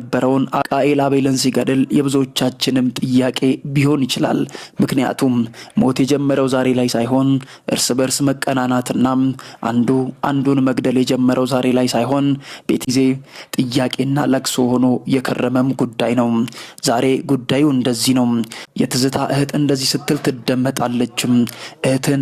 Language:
Amharic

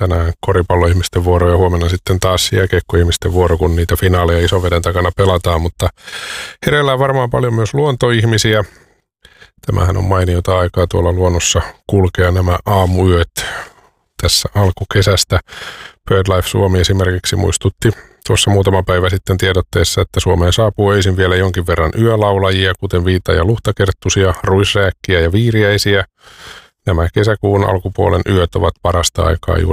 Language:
Finnish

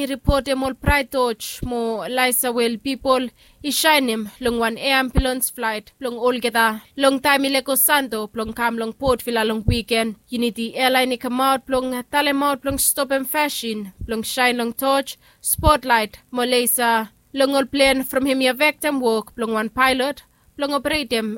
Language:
Bislama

